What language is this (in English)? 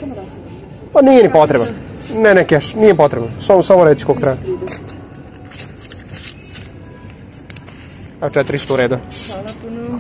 Serbian